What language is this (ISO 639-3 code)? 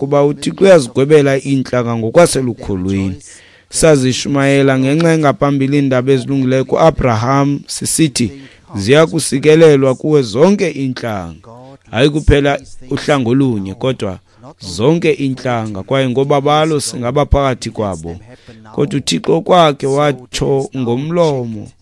xho